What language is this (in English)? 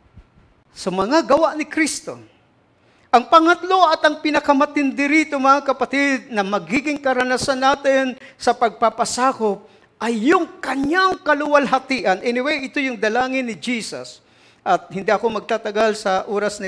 Filipino